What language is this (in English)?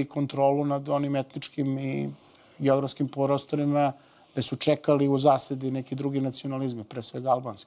Serbian